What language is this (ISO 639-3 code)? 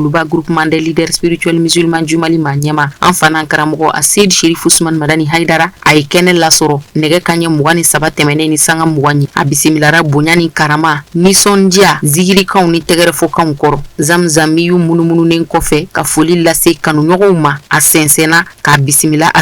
bam